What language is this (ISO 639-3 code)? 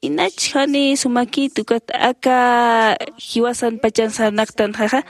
aym